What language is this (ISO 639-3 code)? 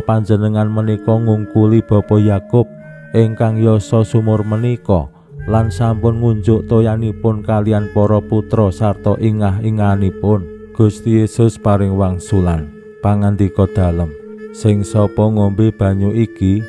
jav